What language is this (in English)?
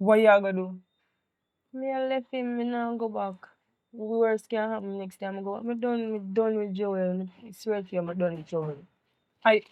Jamaican Creole English